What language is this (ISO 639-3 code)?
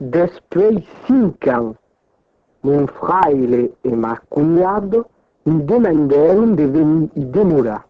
oci